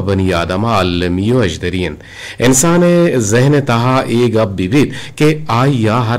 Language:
Eastern Balochi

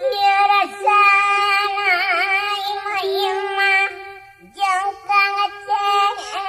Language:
Sundanese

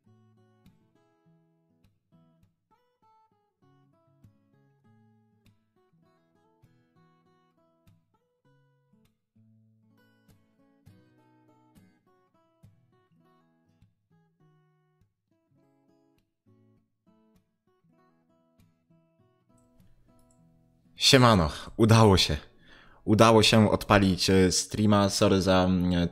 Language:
Polish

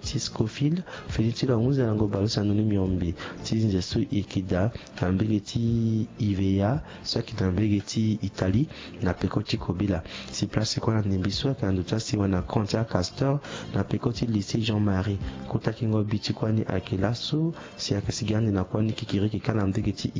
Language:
Sango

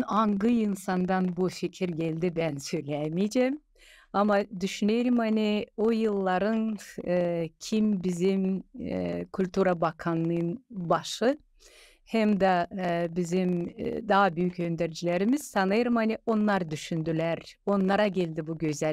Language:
Gagauz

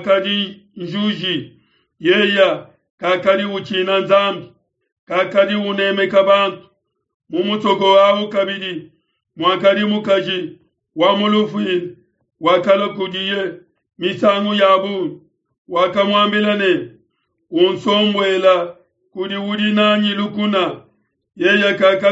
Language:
Luba-Lulua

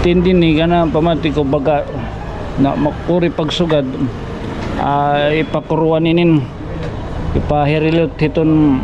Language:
Waray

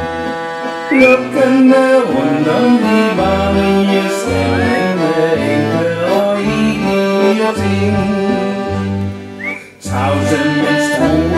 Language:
Danish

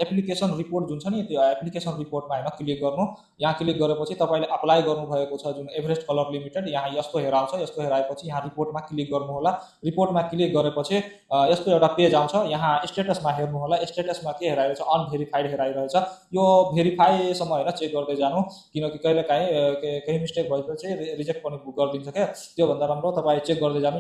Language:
Nepali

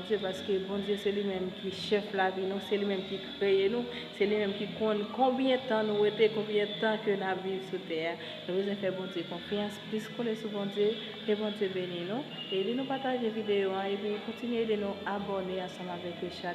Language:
Haitian Creole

